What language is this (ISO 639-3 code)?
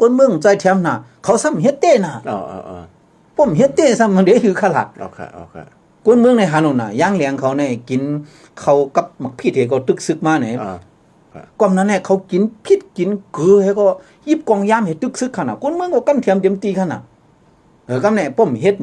shn